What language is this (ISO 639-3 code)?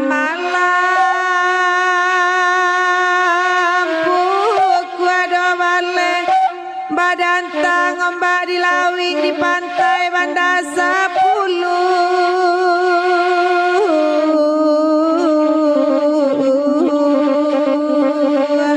min